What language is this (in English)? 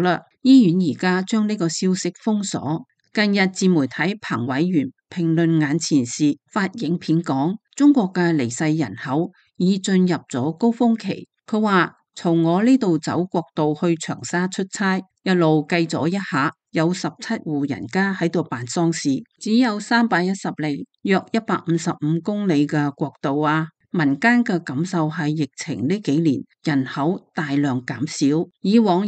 Cantonese